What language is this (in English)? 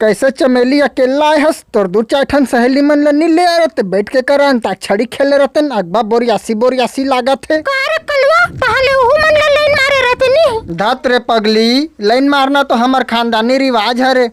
Chhattisgarhi